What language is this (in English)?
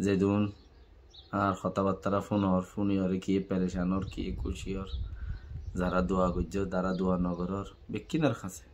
Rohingya